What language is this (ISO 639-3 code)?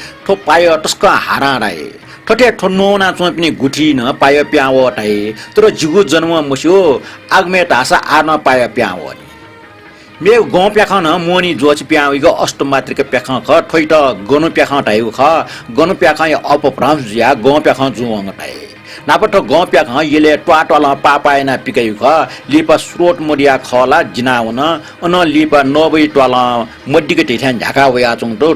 new